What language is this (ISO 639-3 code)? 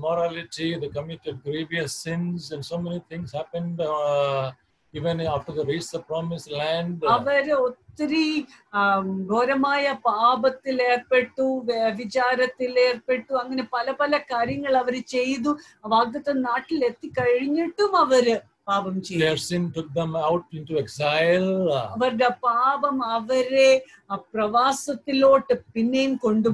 mal